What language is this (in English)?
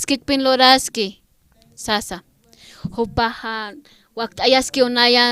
Aymara